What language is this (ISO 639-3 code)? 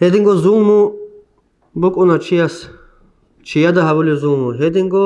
ava